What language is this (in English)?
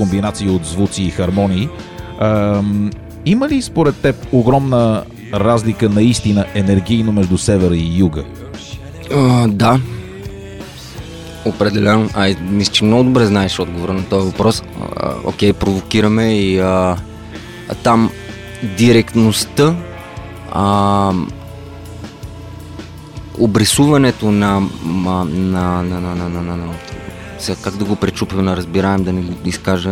Bulgarian